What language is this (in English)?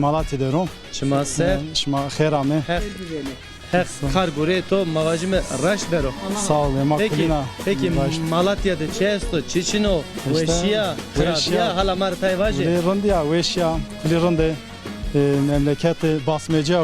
Zaza